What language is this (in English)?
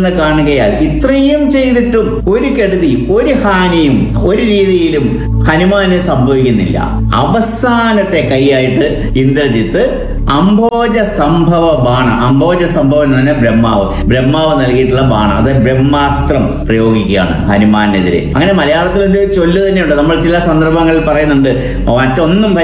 Malayalam